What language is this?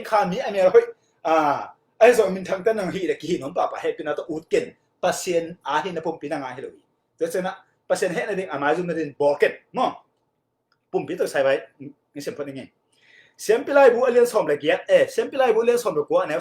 Tedim Chin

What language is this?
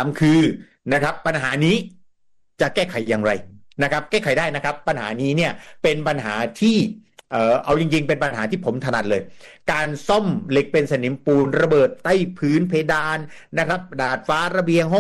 Thai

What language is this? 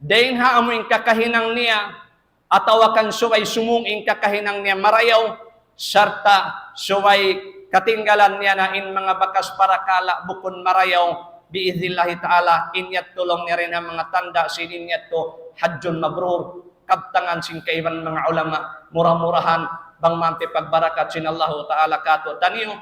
Tausug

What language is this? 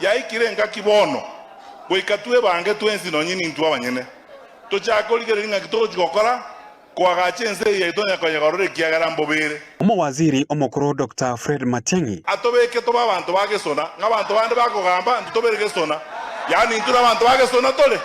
Gusii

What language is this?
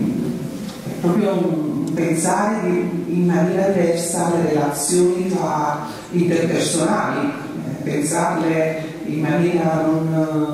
Italian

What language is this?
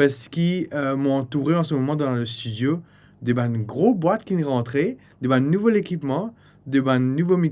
Morisyen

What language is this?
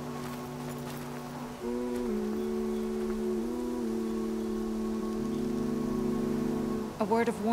English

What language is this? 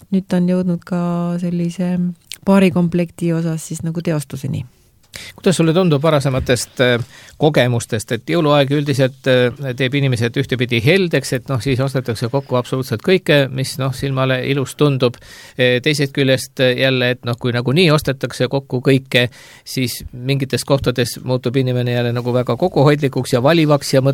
Estonian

